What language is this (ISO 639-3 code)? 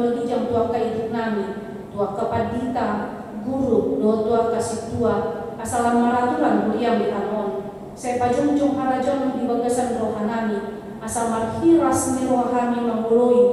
bbc